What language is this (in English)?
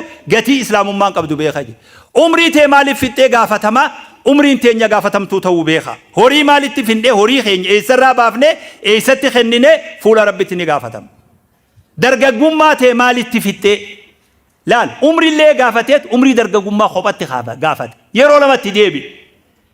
Oromo